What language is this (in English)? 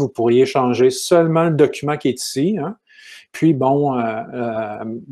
French